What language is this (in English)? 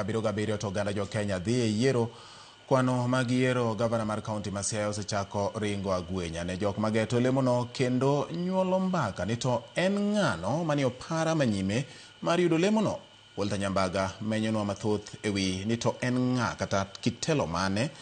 Luo (Kenya and Tanzania)